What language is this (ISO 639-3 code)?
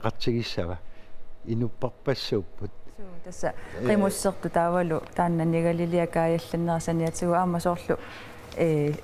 kal